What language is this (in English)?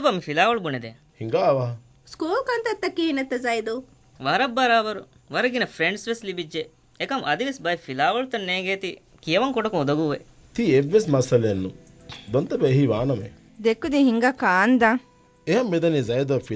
Divehi